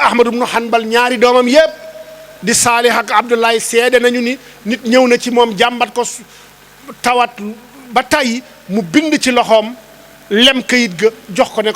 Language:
Wolof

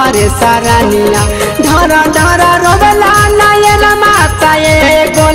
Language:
Bhojpuri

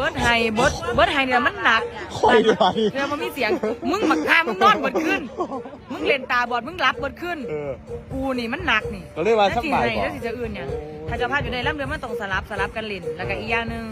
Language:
Northeastern Thai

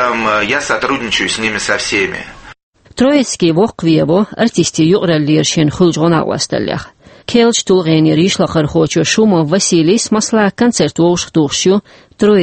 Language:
Chechen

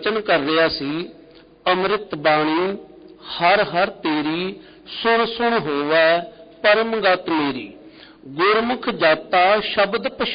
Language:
Punjabi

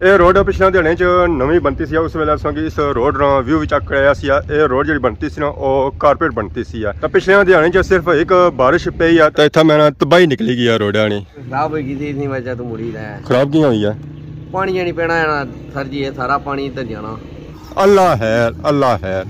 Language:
Pahari-Potwari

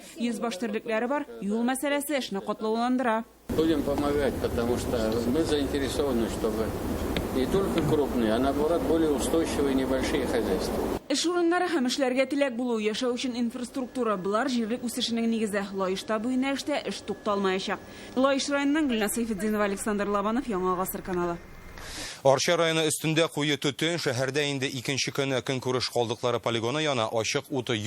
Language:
Tatar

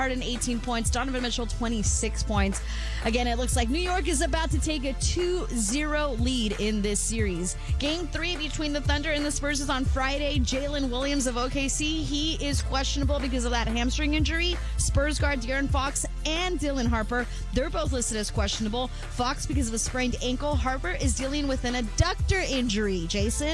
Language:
English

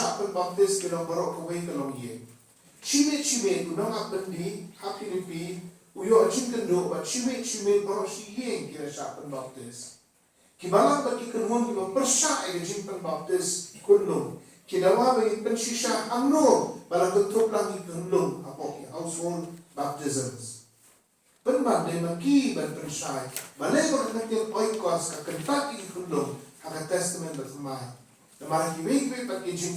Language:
Khasi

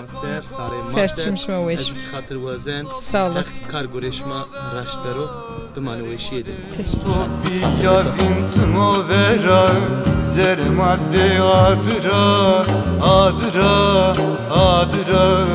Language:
Zaza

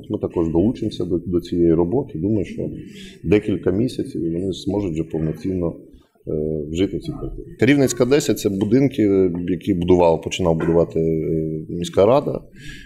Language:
Ukrainian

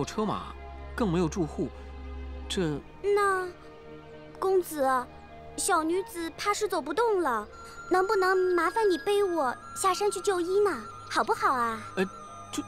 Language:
Chinese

